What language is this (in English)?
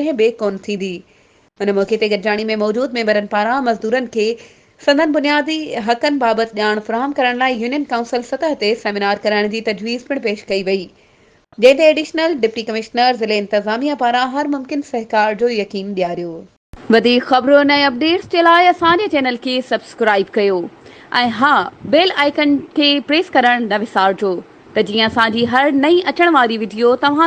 Sindhi